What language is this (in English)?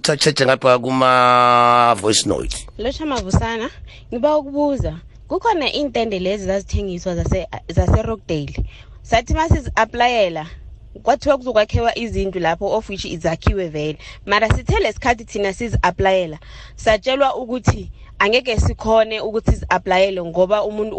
South Ndebele